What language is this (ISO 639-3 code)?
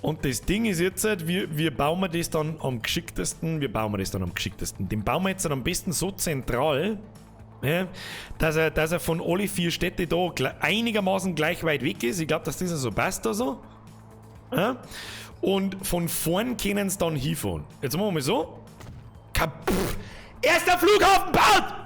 bar